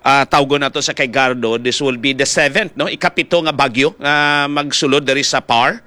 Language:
Hiligaynon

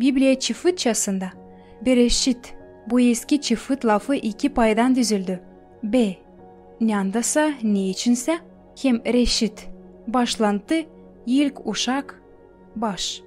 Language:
Gagauz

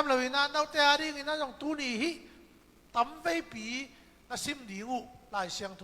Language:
Tedim Chin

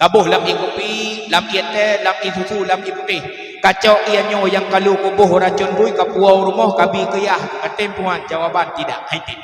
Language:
Achinese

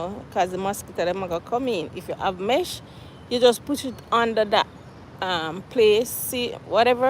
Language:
Jamaican Creole English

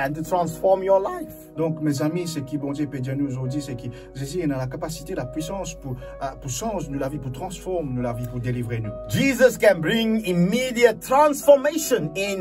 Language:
Morisyen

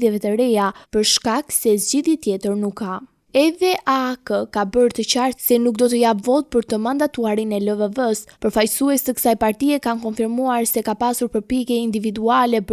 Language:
Albanian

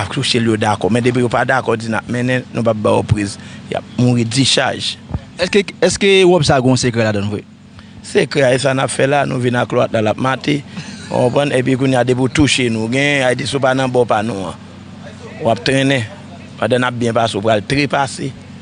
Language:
Haitian Creole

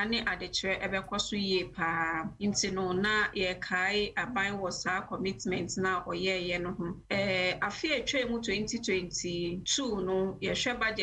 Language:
Akan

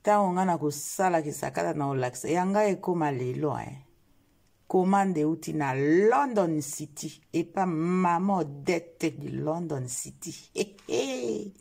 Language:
Lingala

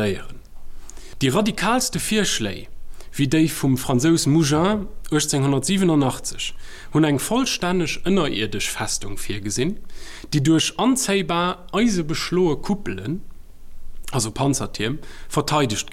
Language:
Luxembourgish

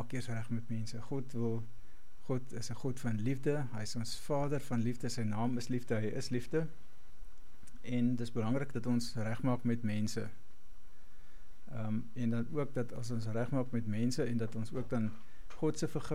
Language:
Afrikaans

